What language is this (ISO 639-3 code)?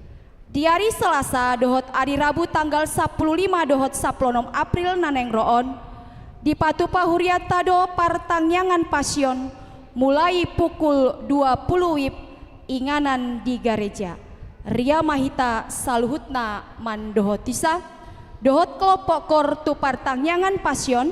bbc